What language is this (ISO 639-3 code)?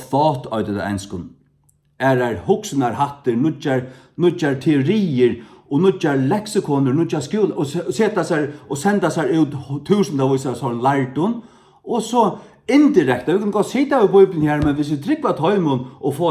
fao